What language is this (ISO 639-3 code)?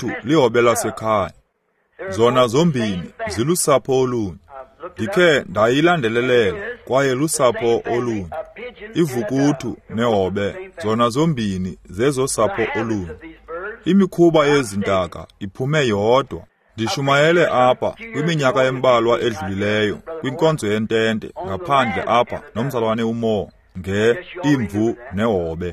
xho